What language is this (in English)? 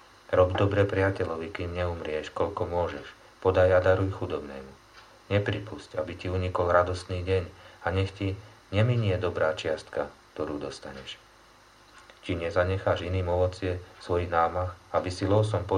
Slovak